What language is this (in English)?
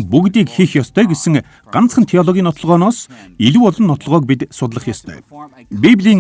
Mongolian